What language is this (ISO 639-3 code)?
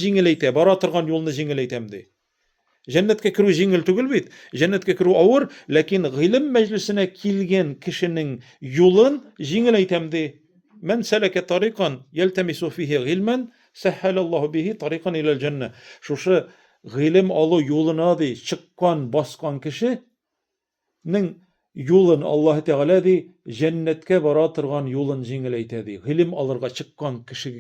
tat